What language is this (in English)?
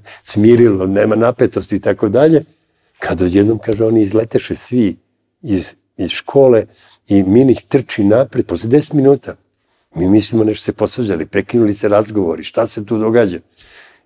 Serbian